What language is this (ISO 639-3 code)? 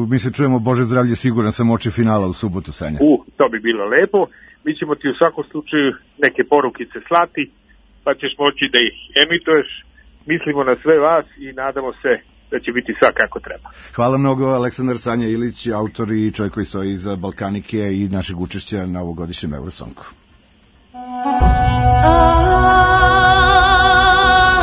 srp